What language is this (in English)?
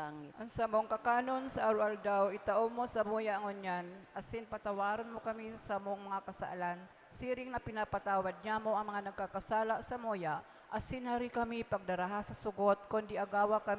Bikol